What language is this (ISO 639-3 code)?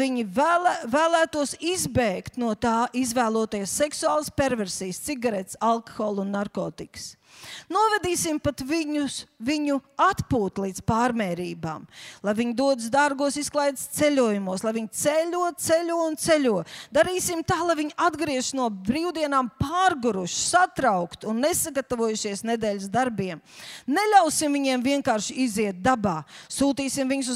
lav